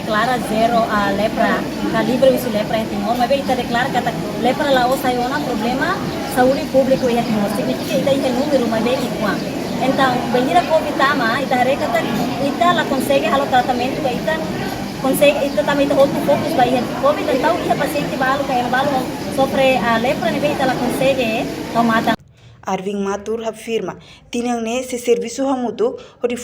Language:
Tetum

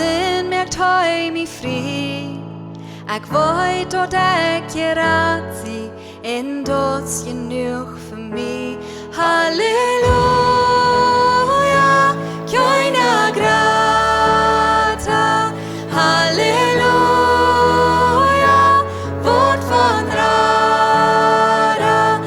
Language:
Plautdietsch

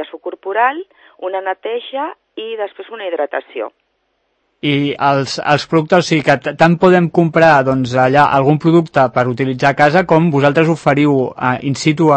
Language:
Catalan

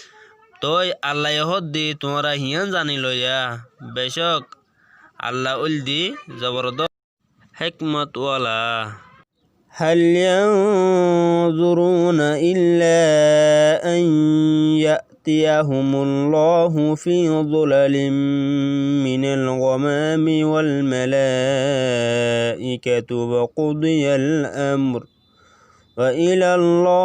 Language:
Rohingya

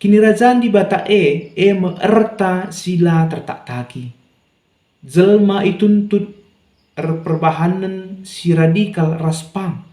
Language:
Batak Karo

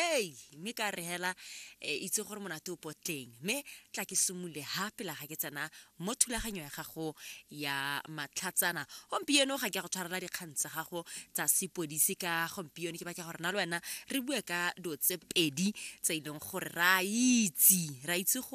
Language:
Tswana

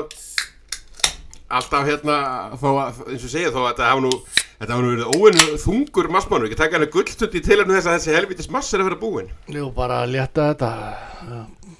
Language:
Icelandic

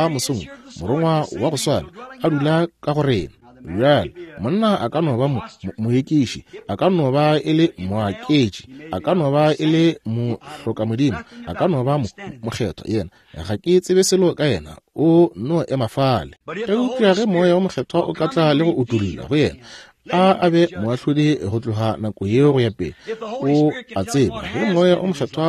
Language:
Northern Sotho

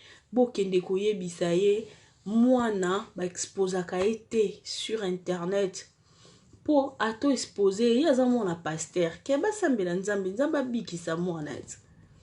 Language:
Lingala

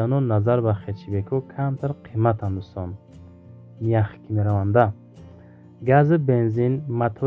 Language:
Tajik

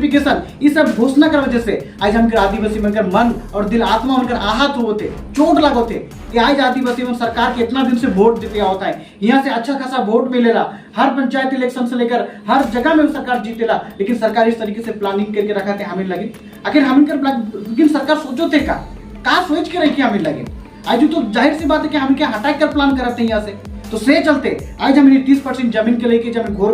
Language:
Sadri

